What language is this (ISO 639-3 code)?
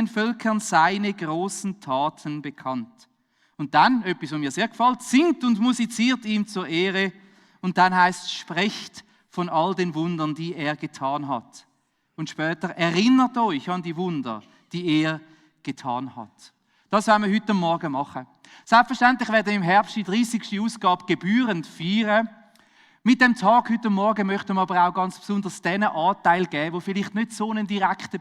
gsw